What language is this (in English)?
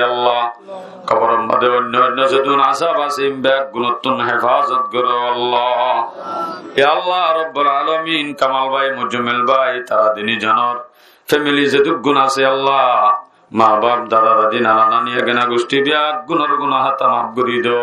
Rohingya